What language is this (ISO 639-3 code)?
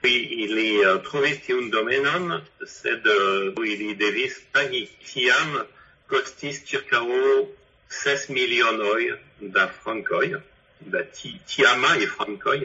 epo